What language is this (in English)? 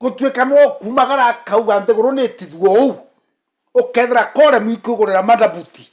Meru